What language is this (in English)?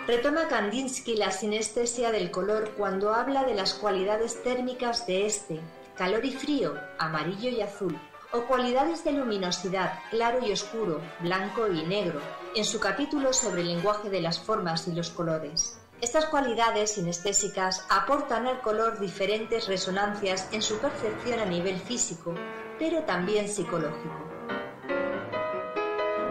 Spanish